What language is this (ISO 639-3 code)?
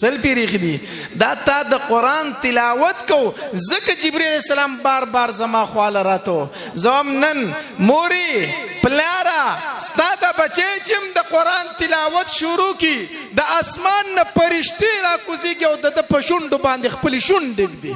pus